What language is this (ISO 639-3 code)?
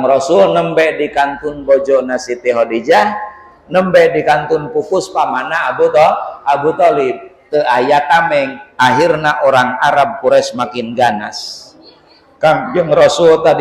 sun